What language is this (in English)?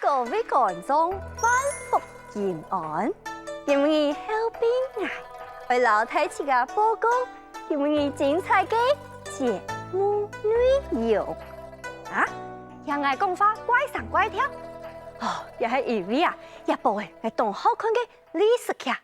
Hakka Chinese